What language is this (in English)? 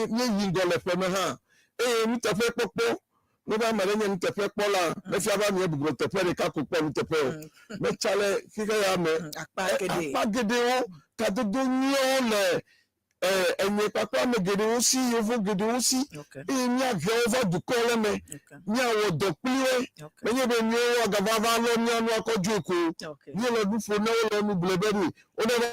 Ewe